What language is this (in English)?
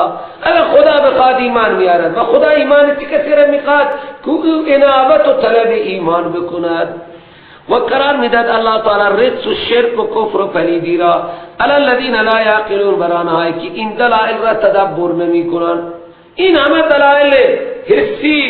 Persian